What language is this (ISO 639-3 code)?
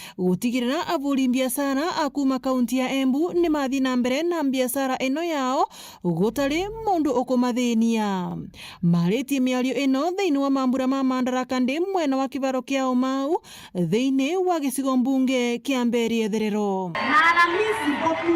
mer